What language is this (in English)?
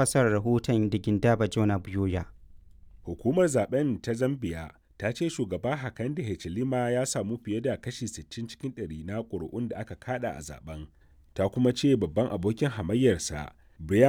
Hausa